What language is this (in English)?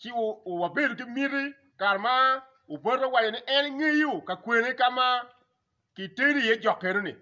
Acoli